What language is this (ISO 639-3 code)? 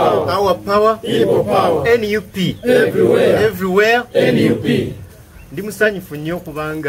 lug